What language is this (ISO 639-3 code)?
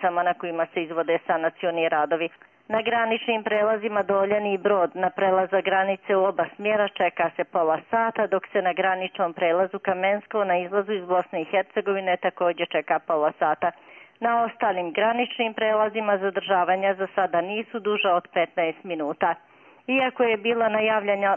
bos